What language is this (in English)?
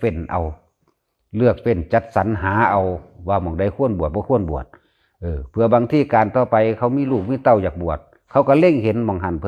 Northeastern Thai